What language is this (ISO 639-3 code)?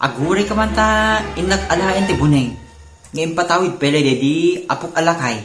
ilo